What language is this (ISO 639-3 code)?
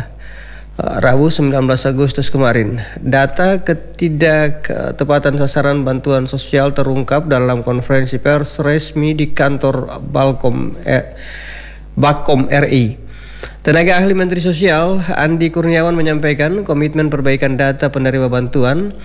ind